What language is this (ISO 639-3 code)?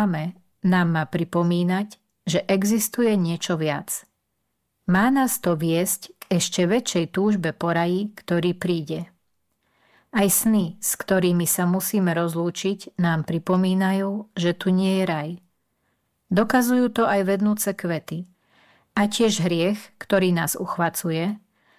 slk